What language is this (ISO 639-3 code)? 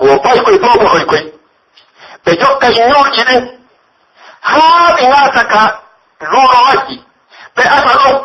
fuf